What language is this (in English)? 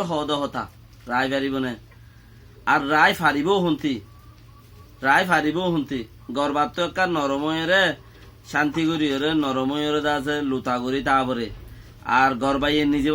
Rohingya